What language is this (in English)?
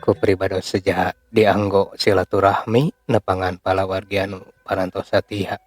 Sundanese